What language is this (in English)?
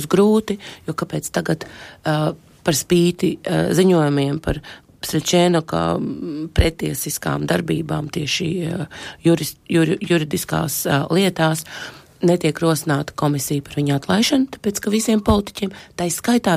Latvian